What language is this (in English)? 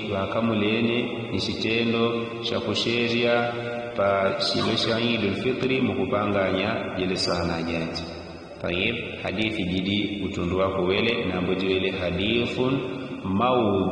Yao